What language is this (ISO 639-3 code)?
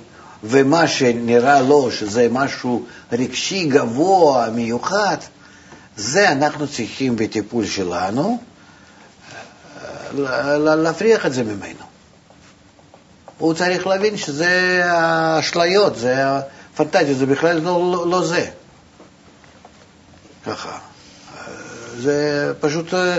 heb